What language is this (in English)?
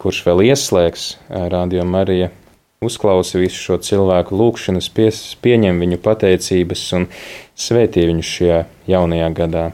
Latvian